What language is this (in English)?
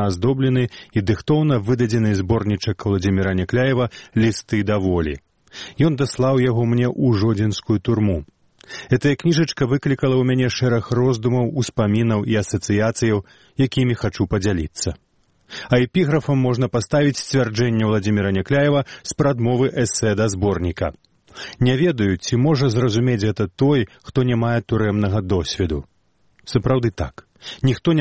Belarusian